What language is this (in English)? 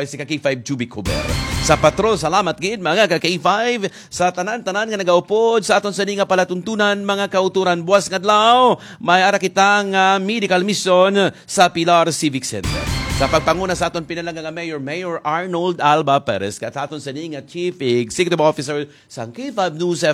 Hiligaynon